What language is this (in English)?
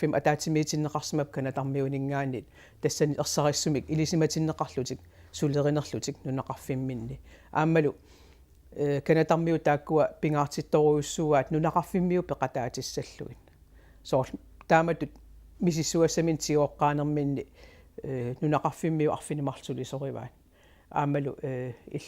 Kalaallisut